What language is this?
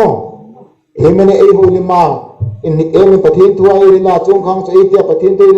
Hmar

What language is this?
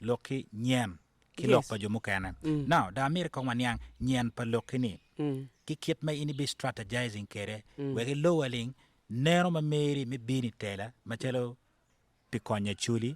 Acoli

